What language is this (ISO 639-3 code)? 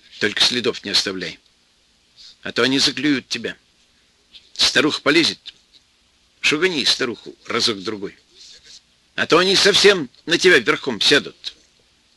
rus